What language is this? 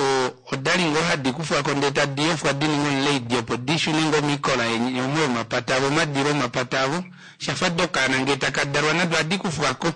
Kuanyama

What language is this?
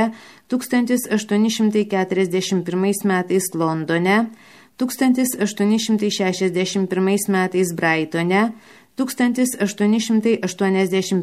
Lithuanian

